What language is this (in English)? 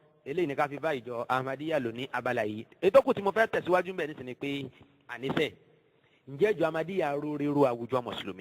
Yoruba